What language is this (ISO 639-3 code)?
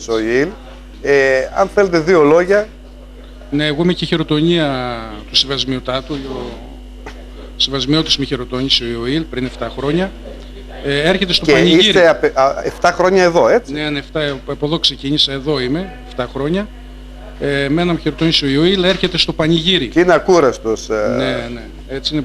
ell